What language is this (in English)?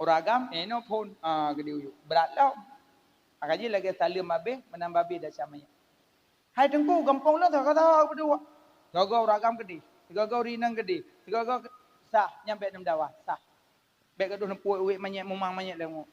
Achinese